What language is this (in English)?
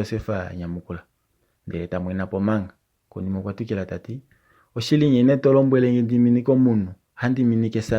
Kuanyama